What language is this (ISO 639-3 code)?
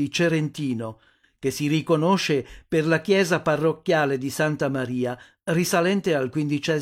ita